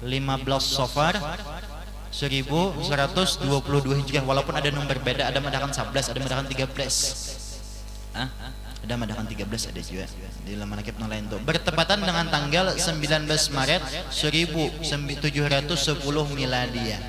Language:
Banjar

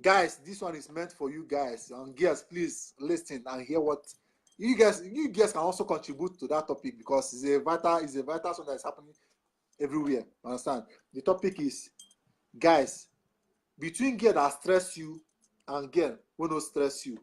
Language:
Nigerian Pidgin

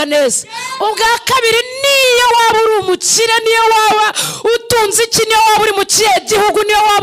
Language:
Kinyarwanda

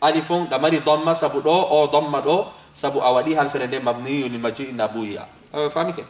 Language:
Fula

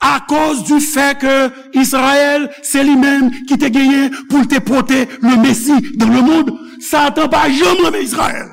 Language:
Haitian Creole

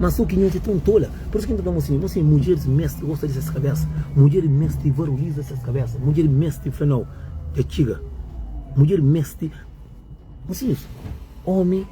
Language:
Kabuverdianu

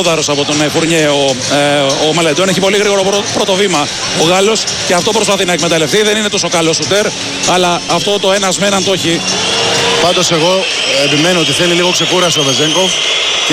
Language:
Greek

